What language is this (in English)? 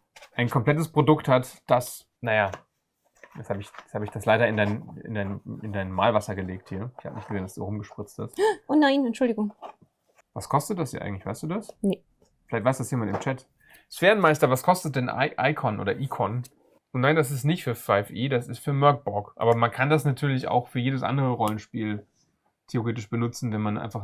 German